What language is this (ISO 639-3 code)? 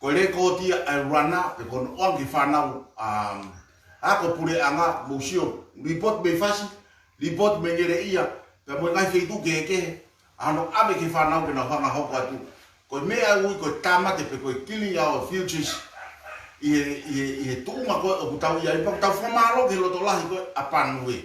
ton